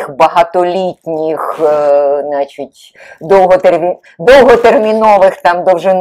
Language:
Ukrainian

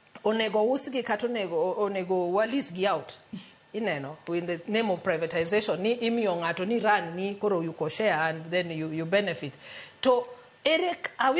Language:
Luo (Kenya and Tanzania)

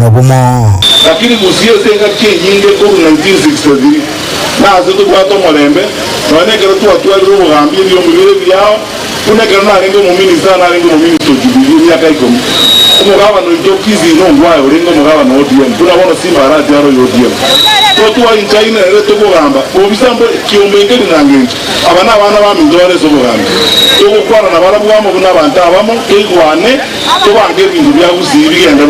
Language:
Gusii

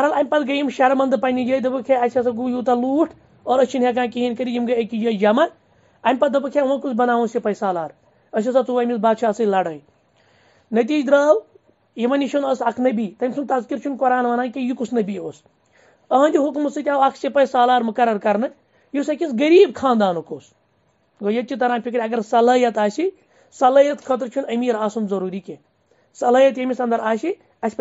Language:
Kashmiri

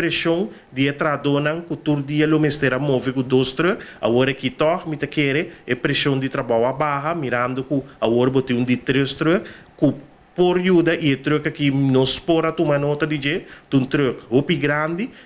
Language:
Papiamento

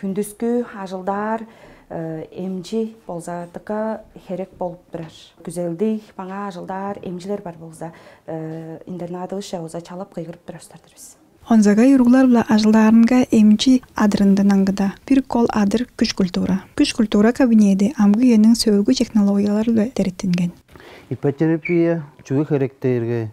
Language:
Tuvinian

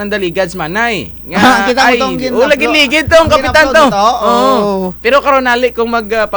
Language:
Kinaray-a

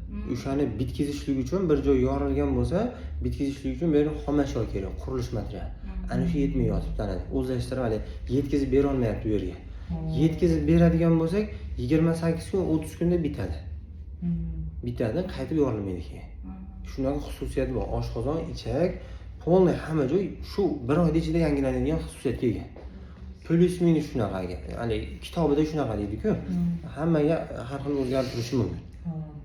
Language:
Uzbek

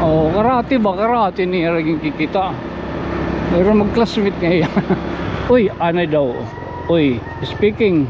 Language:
Waray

